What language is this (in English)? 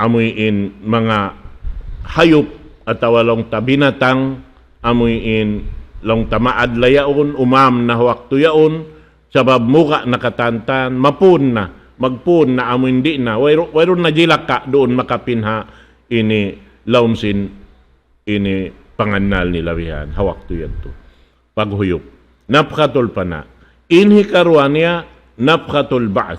Tausug